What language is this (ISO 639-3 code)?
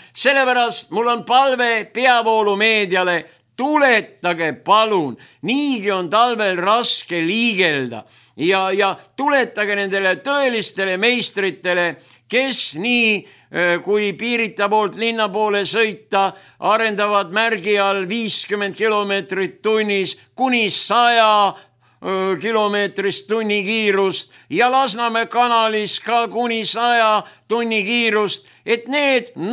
est